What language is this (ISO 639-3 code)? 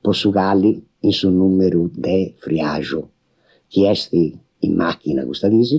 srd